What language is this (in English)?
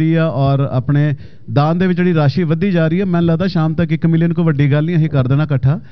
Punjabi